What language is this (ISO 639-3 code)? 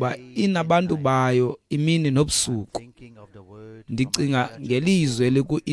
xho